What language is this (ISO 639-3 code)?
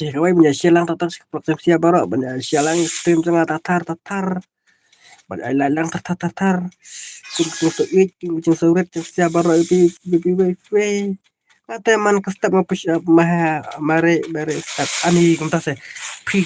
kha